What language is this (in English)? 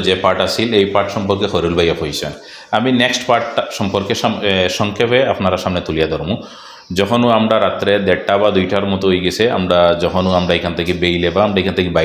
Sylheti